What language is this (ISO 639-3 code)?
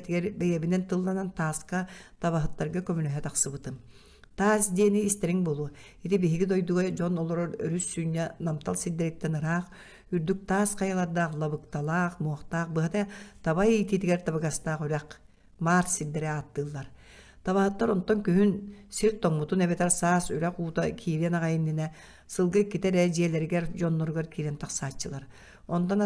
sah